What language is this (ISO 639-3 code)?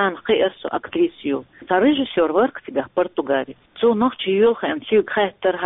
che